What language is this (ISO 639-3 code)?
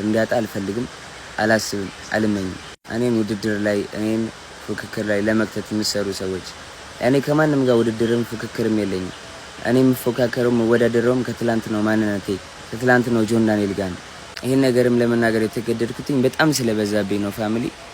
amh